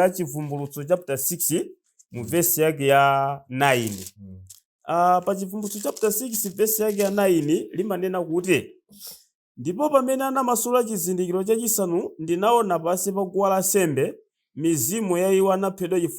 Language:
Nyanja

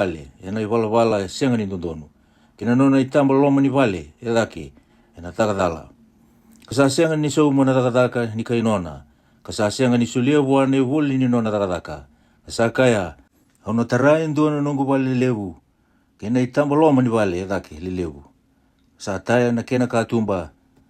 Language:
Fijian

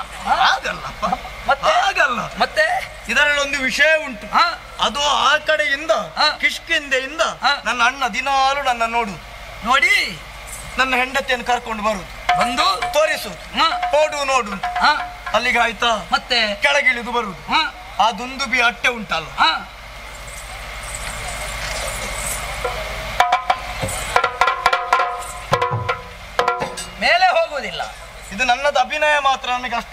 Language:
Kannada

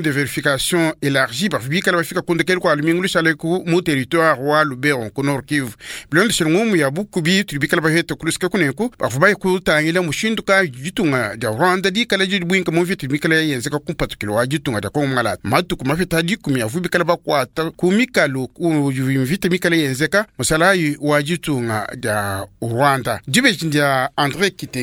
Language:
Luba-Lulua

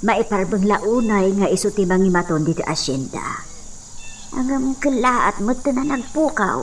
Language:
Iloko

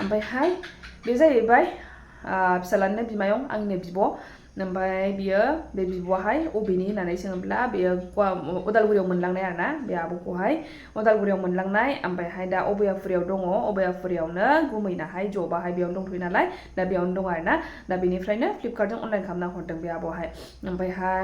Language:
Bodo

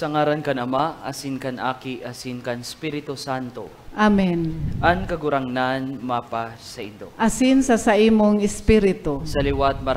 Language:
Bikol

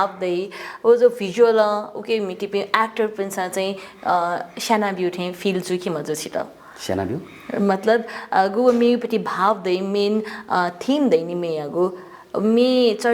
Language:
Newari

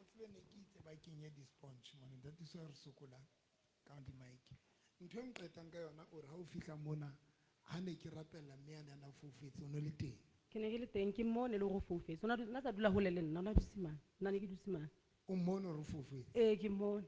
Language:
Southern Sotho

